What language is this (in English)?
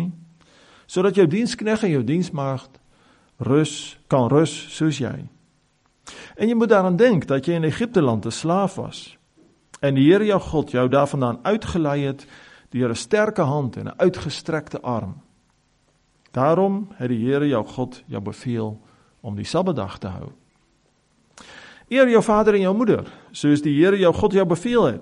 Afrikaans